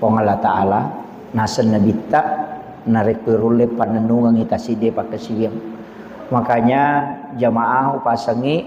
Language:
Buginese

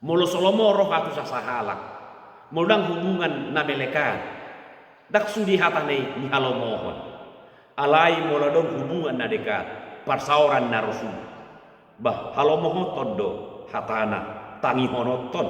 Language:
Batak Toba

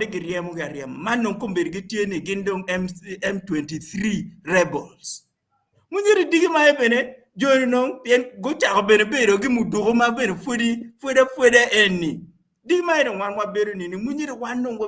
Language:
Acoli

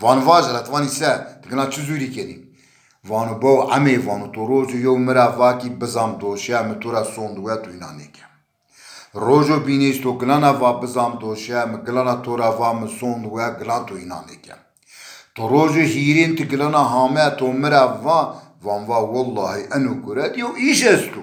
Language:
Zaza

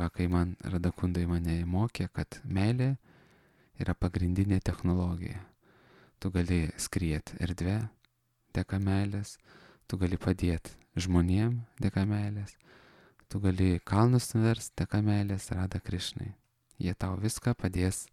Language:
Lithuanian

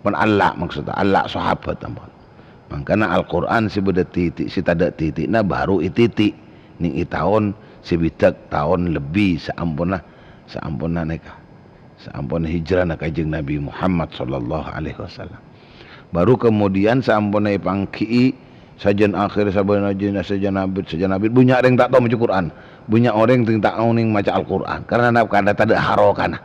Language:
Madurese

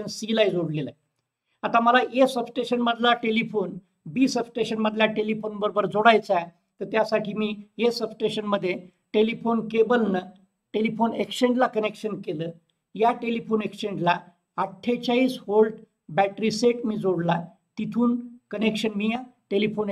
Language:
Marathi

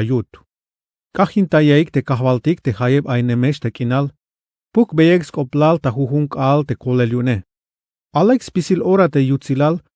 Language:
Tzeltal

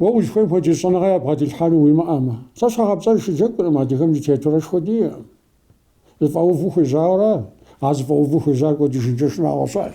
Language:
Kabardian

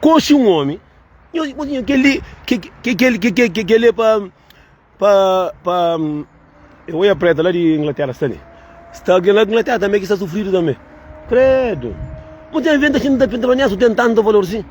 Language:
Kabuverdianu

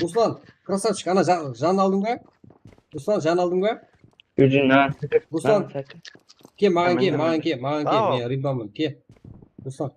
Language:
Kara-Kalpak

